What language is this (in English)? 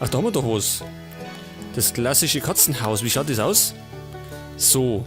Bavarian